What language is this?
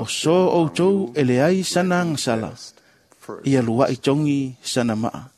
Samoan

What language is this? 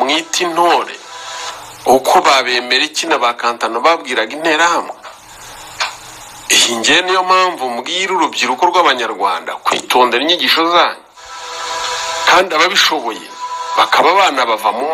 Kinyarwanda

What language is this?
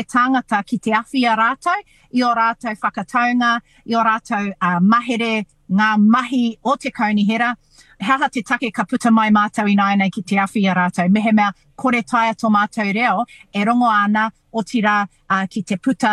Māori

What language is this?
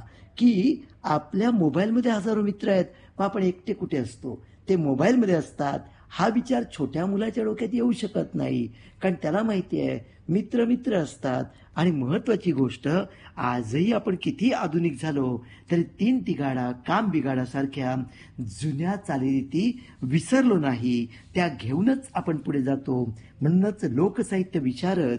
Marathi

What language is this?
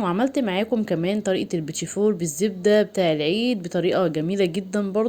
Egyptian Arabic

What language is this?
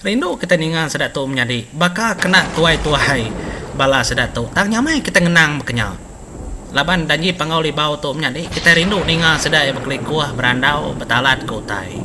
Iban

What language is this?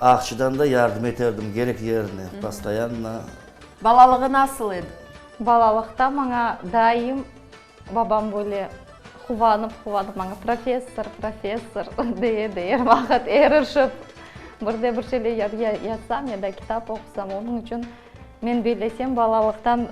Crimean Tatar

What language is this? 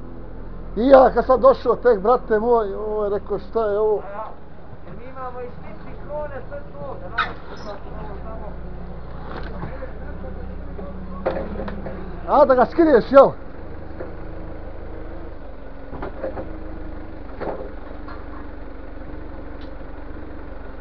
Bosnian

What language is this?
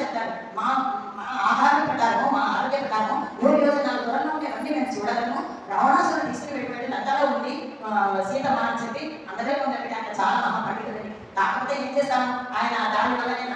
Telugu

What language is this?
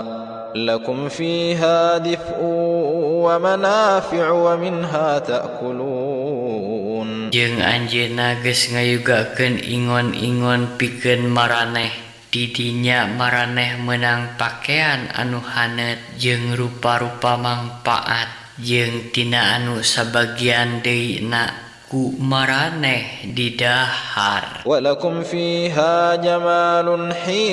Sundanese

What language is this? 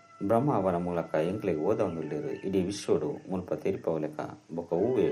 Tulu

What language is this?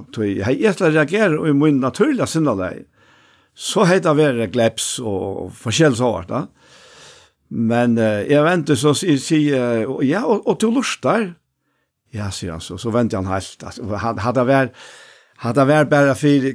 Faroese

